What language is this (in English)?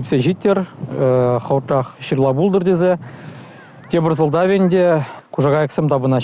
Chuvash